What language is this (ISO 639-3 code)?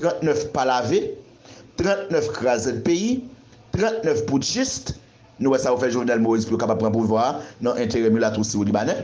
hat